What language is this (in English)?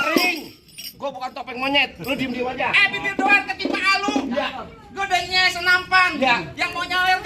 Betawi